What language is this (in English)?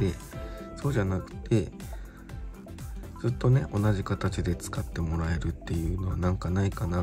Japanese